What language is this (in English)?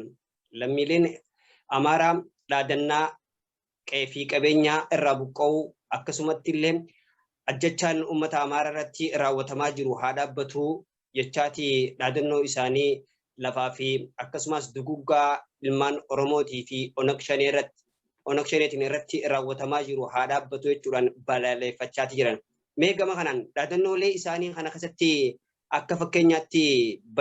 Oromo